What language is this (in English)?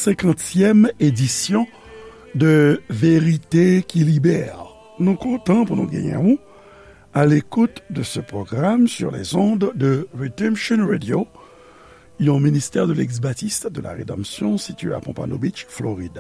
Haitian Creole